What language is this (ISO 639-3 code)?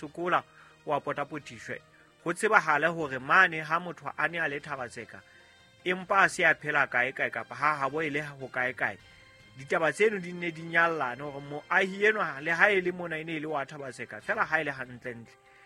sot